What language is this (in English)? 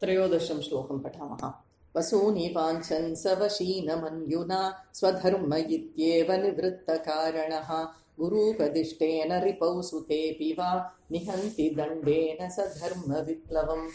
Sanskrit